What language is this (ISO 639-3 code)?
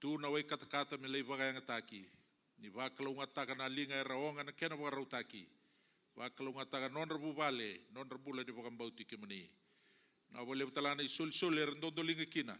fij